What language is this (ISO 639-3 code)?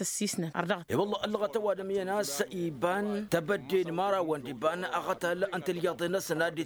taq